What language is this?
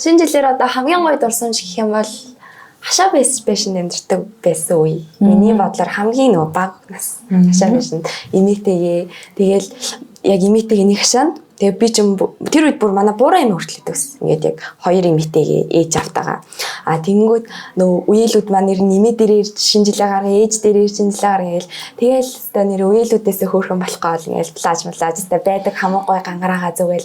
Mongolian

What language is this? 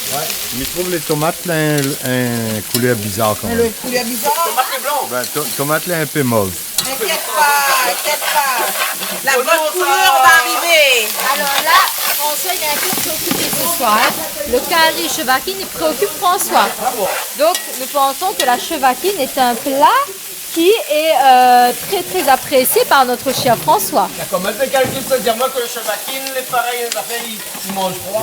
Réunion Creole French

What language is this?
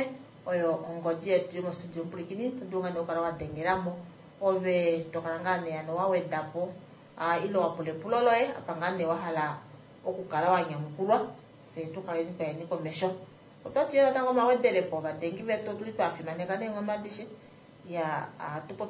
Kuanyama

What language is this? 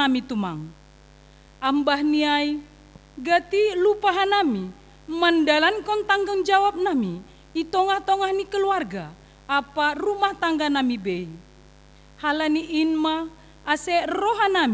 Batak Simalungun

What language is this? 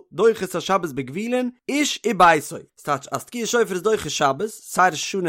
Yiddish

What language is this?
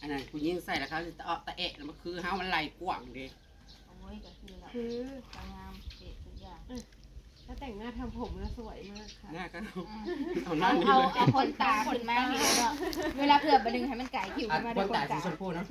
Northeastern Thai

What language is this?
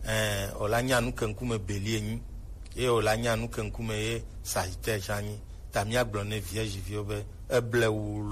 Gen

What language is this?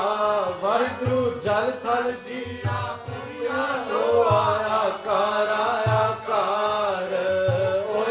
Punjabi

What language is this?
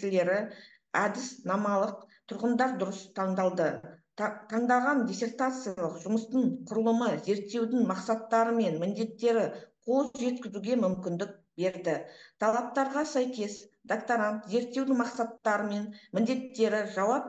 Kazakh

